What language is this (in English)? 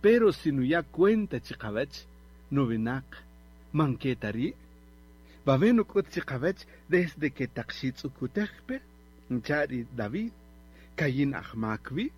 Kaqchikel